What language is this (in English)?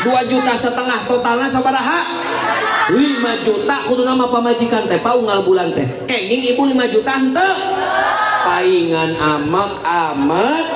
Sundanese